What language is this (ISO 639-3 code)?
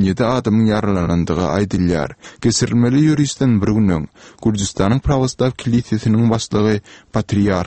tuk